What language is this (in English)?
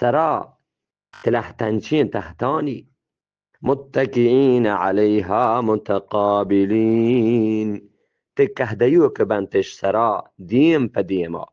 Eastern Balochi